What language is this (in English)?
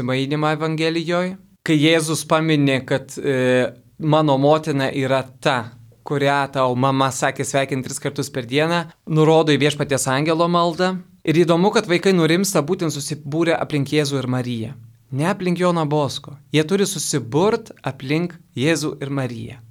Lithuanian